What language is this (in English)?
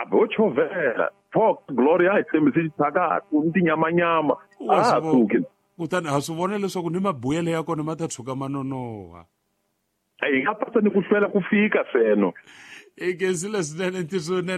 Tsonga